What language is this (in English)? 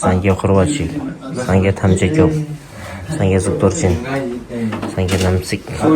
Tibetan